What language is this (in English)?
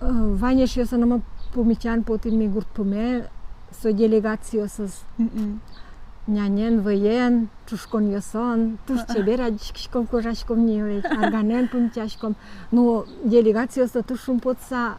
Udmurt